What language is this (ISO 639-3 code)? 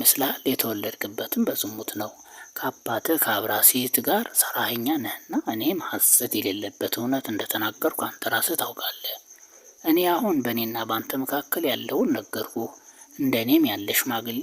amh